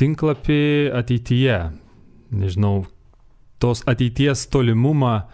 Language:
Lithuanian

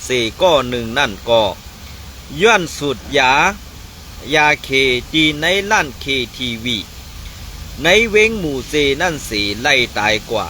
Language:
Shan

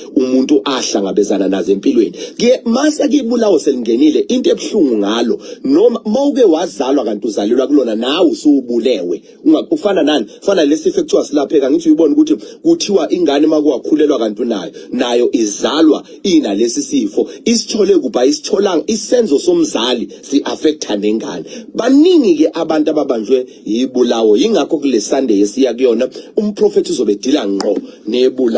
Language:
Zulu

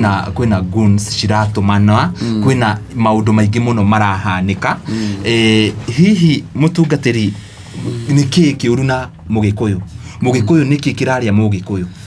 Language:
Kikuyu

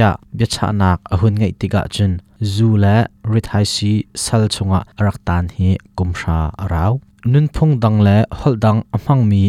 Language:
Hakha Chin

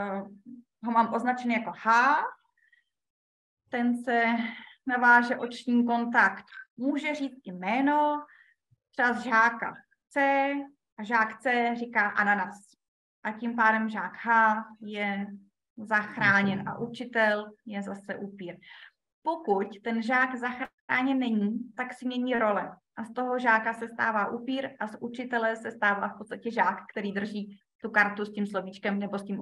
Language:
Czech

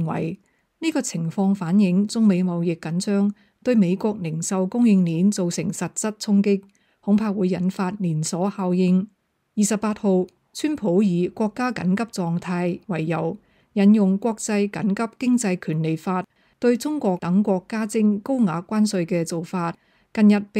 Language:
Cantonese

